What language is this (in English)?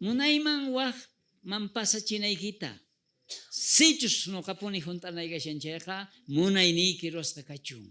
South Bolivian Quechua